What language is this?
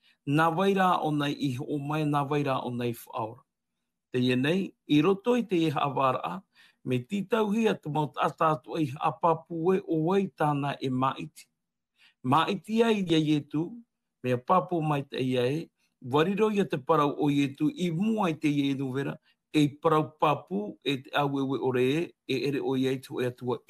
Tahitian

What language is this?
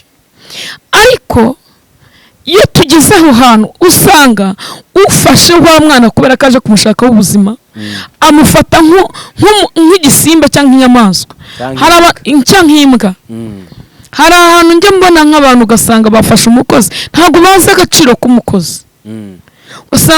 Kinyarwanda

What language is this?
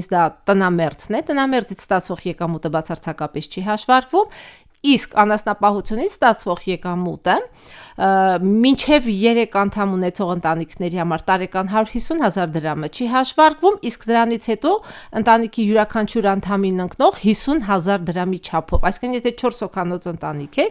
Armenian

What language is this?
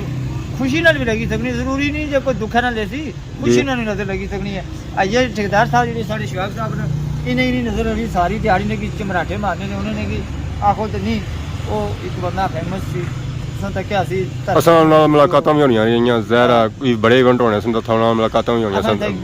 Pahari-Potwari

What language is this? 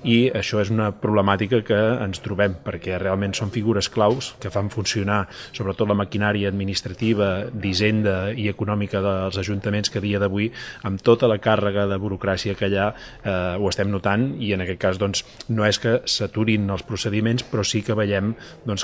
Catalan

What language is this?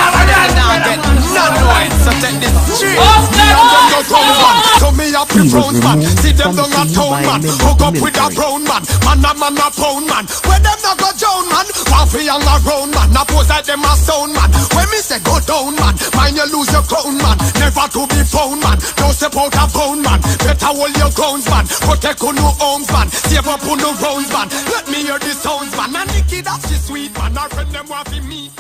Jamaican Creole English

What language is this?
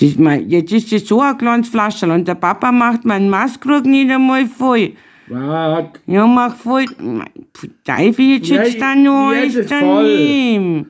Bavarian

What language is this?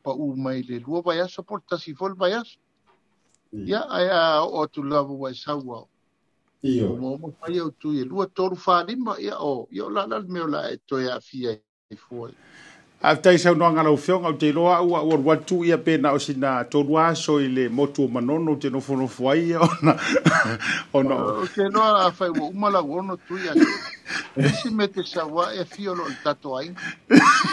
Samoan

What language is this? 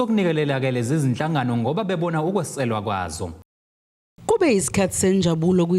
Zulu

